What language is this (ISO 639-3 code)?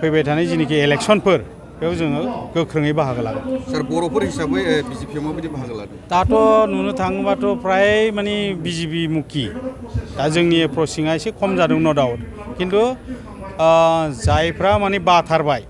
brx